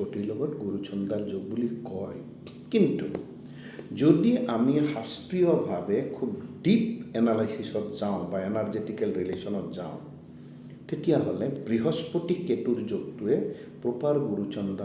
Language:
Assamese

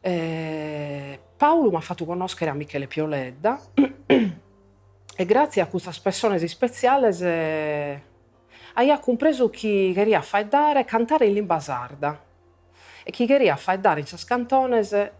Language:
Sardinian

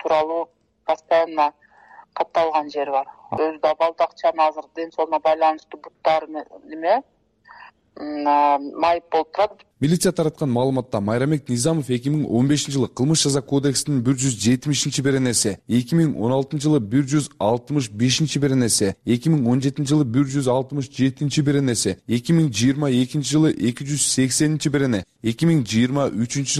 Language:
Kyrgyz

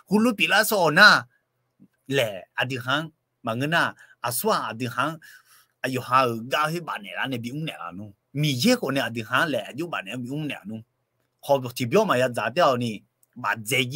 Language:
Akha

